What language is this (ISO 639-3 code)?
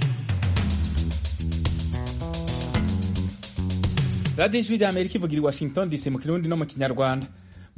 kin